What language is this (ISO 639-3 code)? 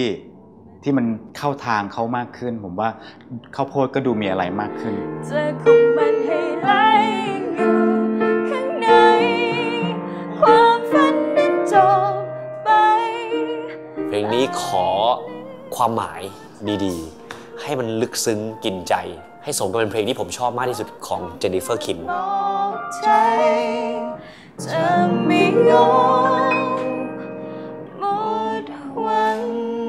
tha